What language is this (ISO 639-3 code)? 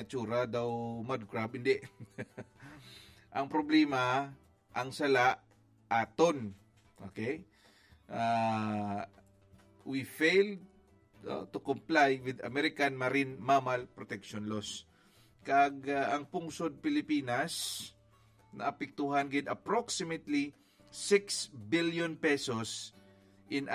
hil